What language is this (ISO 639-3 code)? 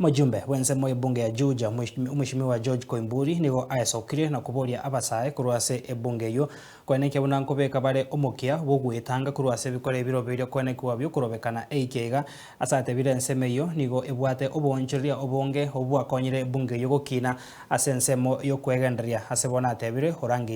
guz